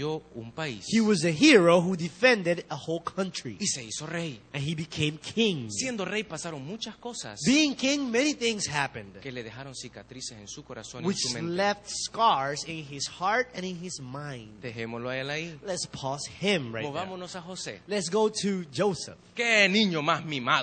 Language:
Spanish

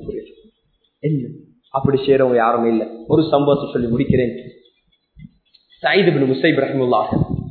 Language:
Tamil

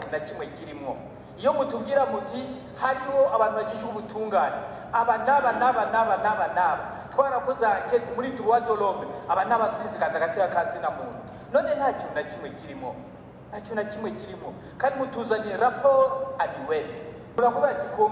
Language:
Rundi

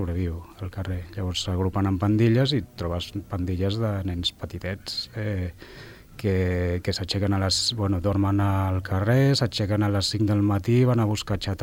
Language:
Catalan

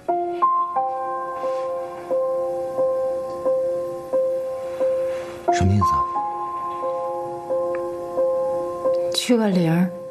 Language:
Chinese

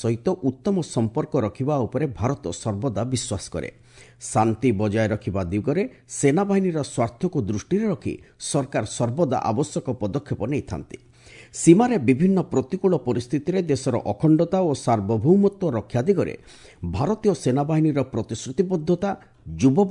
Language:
Odia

